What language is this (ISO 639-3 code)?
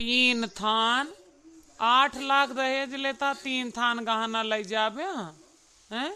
awa